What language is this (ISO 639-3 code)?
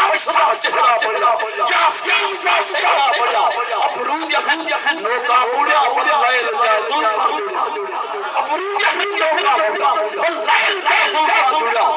skr